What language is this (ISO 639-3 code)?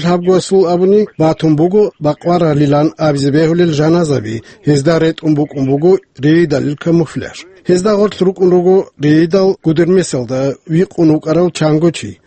ava